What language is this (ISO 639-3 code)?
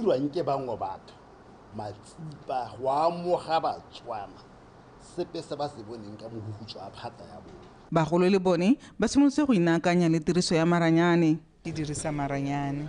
tsn